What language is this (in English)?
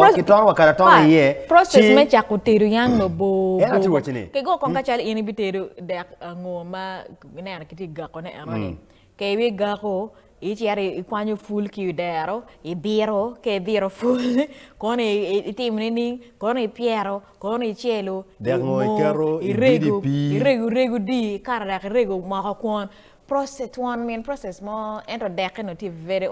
Acoli